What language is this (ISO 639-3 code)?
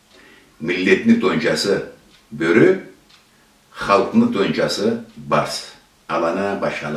krc